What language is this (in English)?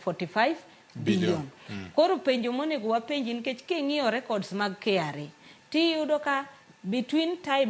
Luo (Kenya and Tanzania)